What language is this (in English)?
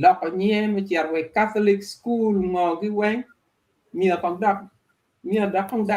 Acoli